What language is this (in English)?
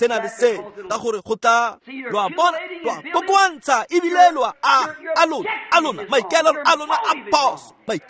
Tswana